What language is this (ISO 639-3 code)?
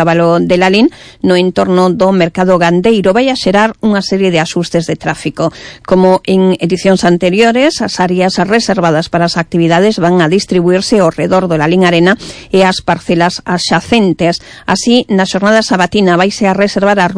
glg